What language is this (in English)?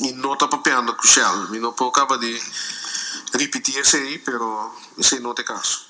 Papiamento